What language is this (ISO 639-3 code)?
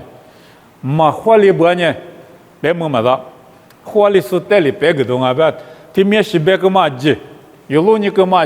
lis